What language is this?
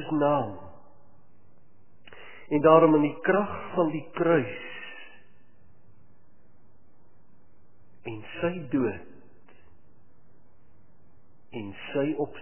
Afrikaans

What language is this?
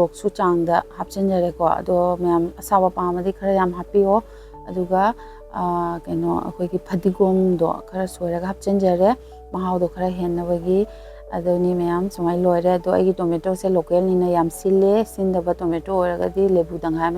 Manipuri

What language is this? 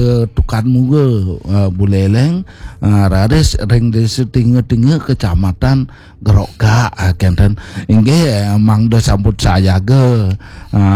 Balinese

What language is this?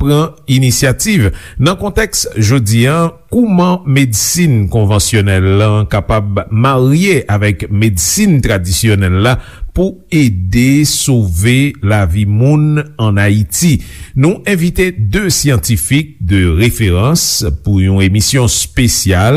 Haitian Creole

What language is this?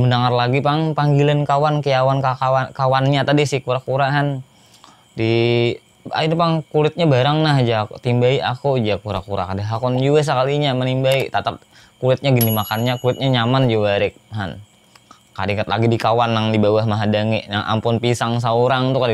Banjar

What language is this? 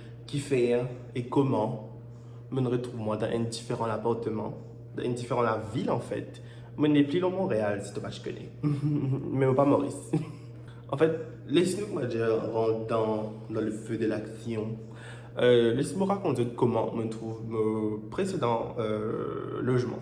Morisyen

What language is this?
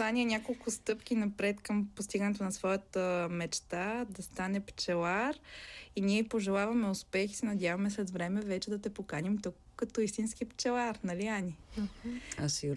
Bulgarian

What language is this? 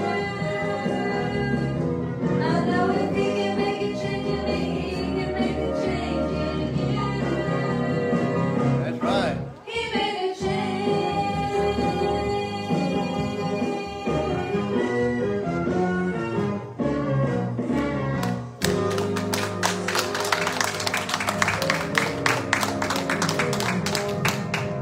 English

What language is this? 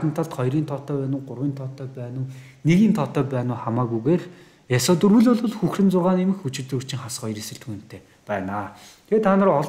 Mongolian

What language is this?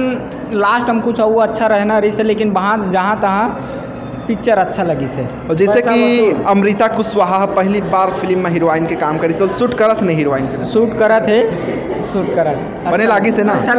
Chhattisgarhi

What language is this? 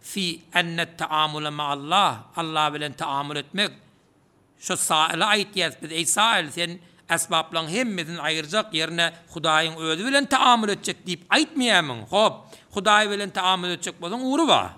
Turkmen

